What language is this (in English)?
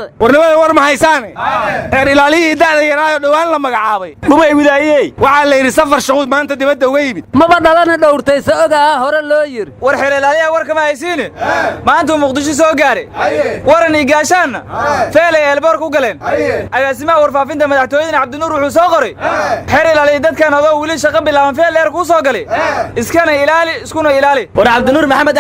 Somali